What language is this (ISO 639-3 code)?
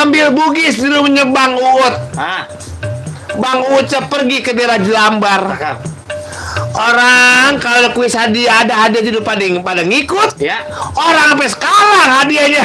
bew